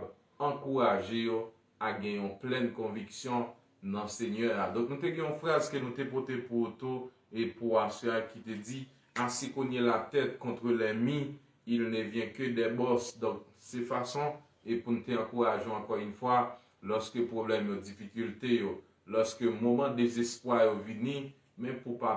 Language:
Haitian Creole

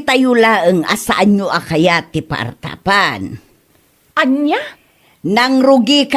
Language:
Iloko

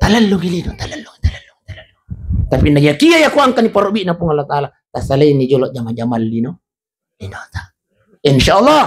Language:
Buginese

